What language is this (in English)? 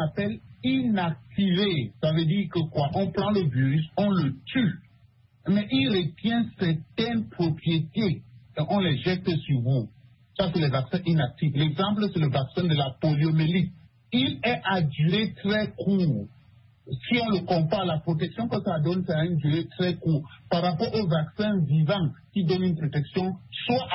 French